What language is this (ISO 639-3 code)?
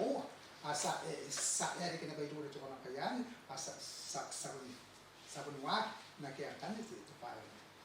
gil